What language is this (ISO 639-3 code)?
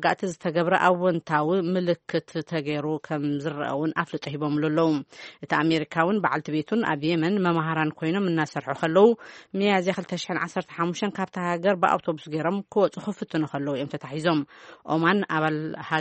tir